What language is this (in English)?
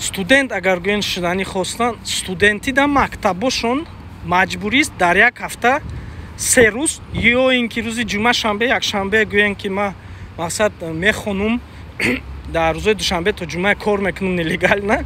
Tajik